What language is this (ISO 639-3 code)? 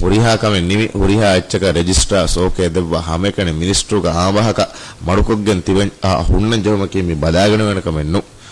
div